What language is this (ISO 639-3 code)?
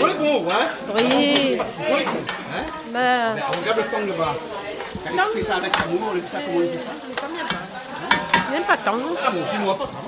rcf